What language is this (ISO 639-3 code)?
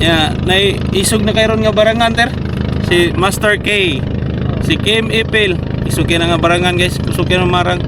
ceb